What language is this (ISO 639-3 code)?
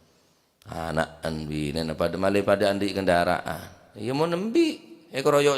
mad